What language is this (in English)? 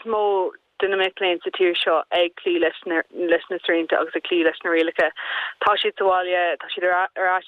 Irish